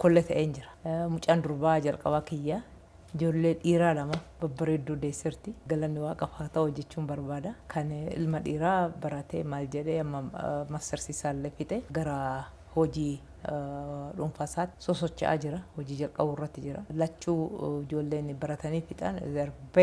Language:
Oromo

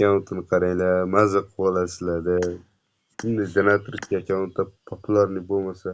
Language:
Uzbek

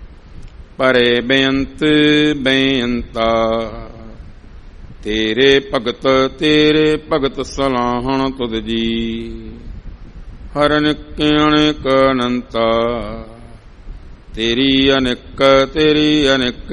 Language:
Punjabi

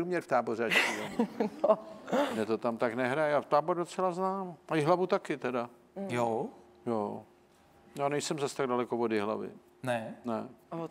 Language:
Czech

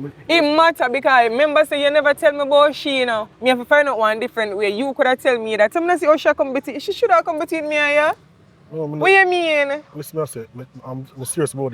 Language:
Jamaican Creole English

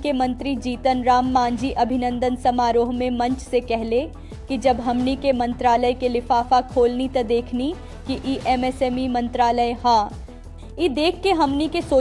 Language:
Bhojpuri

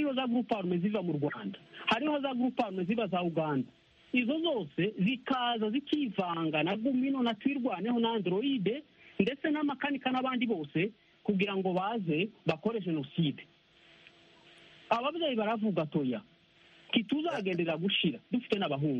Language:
Kinyarwanda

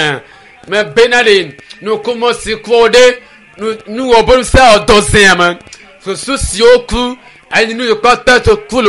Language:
Ewe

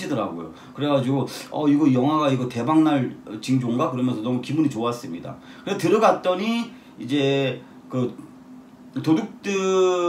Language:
Korean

